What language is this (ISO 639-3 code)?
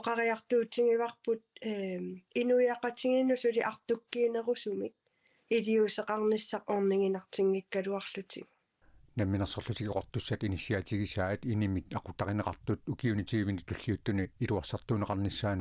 kal